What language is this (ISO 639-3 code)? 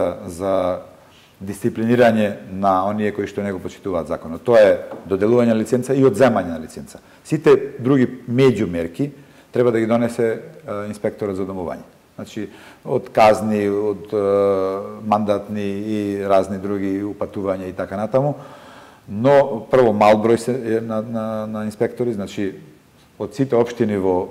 mkd